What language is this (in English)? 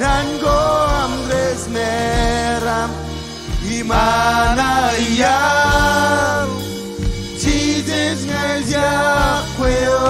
Marshallese